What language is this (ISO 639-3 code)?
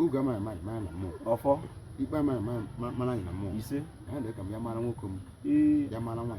ibo